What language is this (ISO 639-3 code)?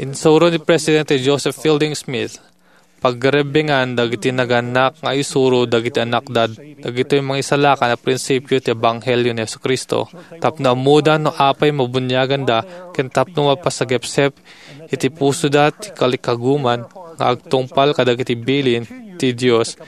ilo